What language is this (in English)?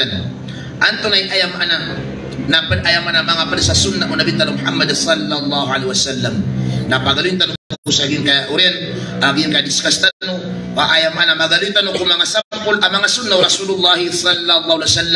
Maranao